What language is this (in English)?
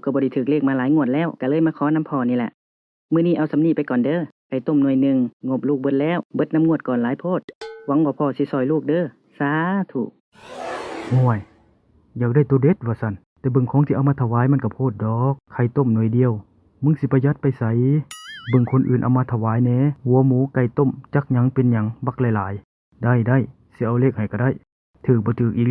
Lao